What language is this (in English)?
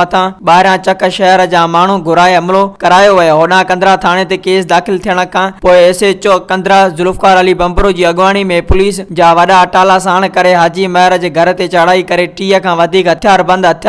Sindhi